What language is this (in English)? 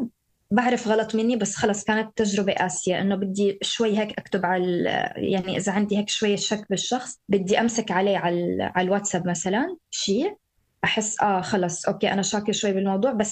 North Levantine Arabic